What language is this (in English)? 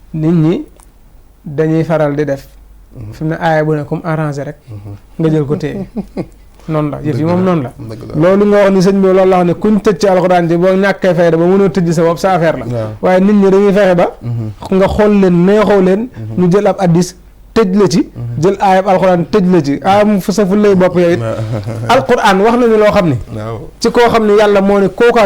Wolof